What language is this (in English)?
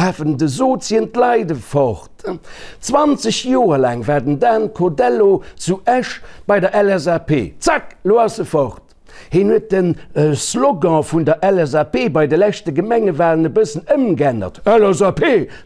Luxembourgish